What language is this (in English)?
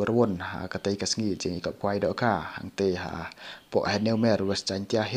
Khasi